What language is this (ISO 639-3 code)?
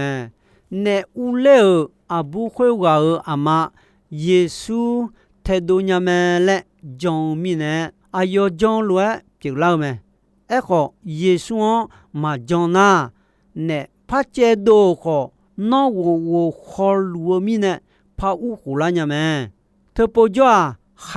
ahk